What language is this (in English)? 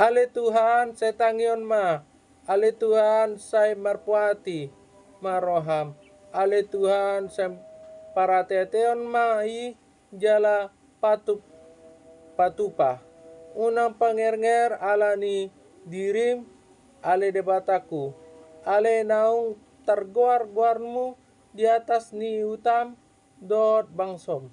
Batak Toba